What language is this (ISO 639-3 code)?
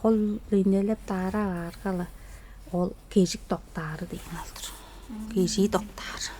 tyv